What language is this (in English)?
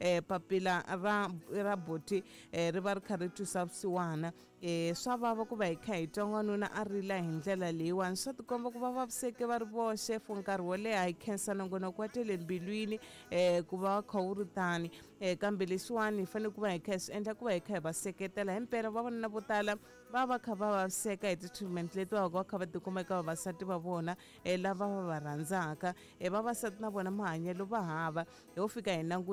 Tsonga